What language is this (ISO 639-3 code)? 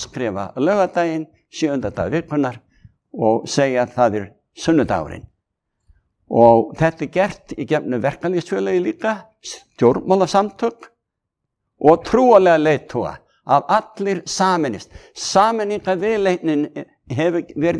isl